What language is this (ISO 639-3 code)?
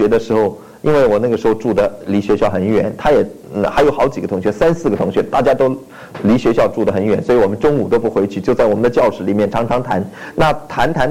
zho